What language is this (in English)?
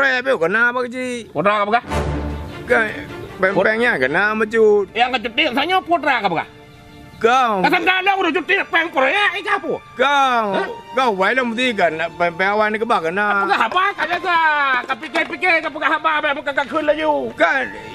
Achinese